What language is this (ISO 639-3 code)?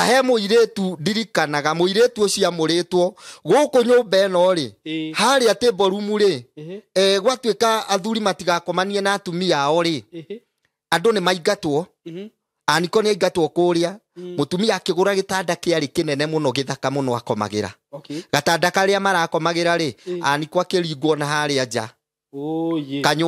kik